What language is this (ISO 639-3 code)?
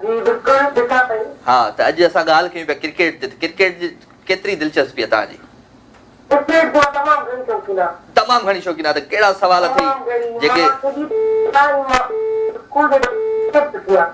snd